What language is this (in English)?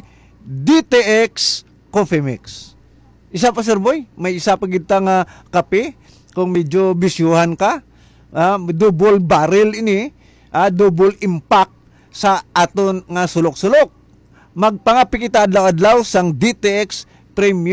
Hiligaynon